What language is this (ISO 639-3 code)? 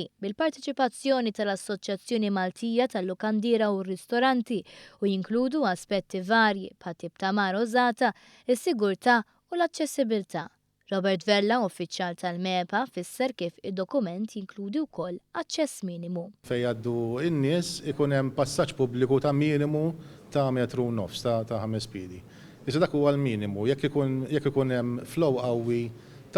mlt